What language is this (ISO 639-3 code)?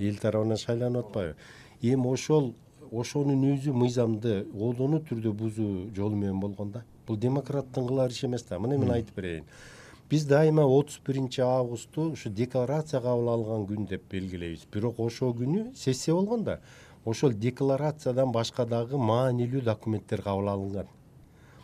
kir